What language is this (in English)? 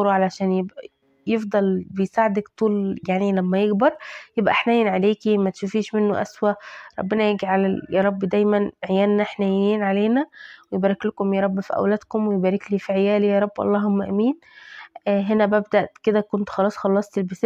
Egyptian Arabic